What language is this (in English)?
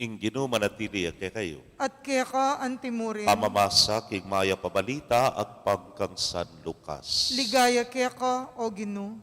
Pampanga